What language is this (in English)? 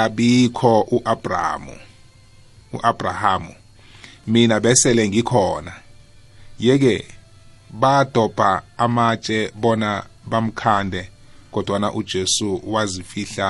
South Ndebele